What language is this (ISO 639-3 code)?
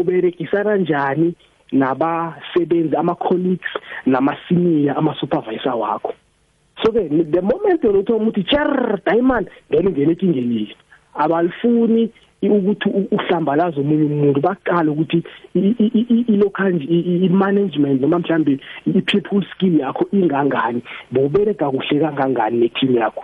nbl